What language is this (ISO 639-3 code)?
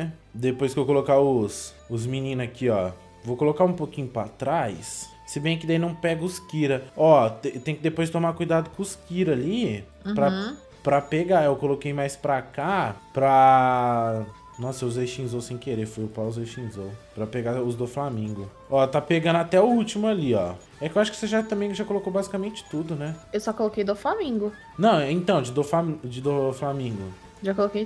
por